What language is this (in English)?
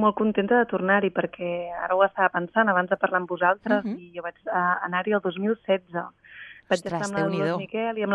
Catalan